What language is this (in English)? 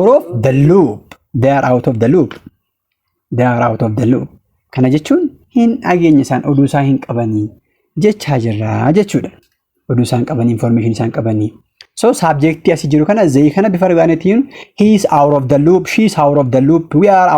Oromo